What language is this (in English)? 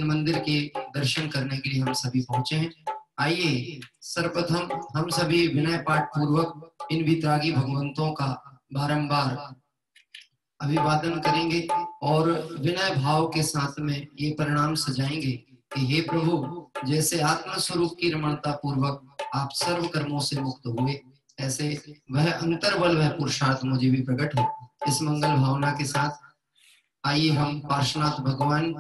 Hindi